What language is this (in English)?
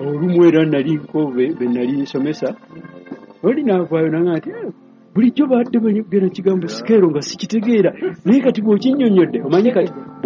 Ganda